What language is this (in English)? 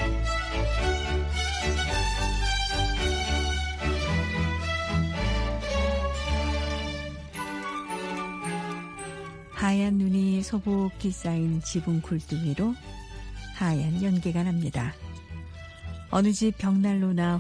Korean